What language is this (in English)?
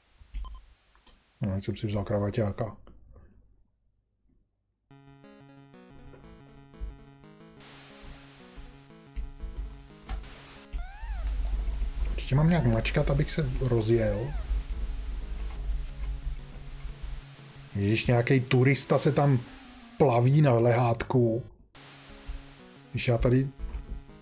Czech